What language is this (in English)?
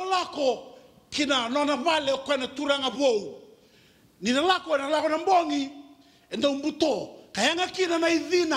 Fijian